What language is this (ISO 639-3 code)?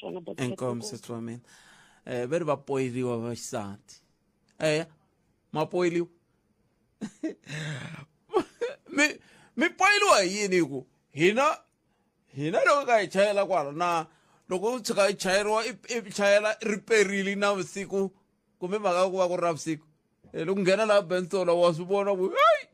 tso